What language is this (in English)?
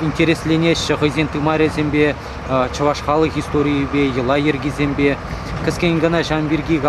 Chuvash